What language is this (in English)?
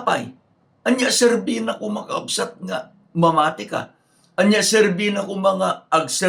Iloko